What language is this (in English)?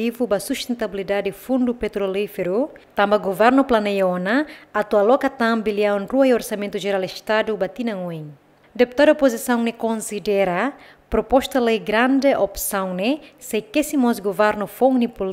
Tetum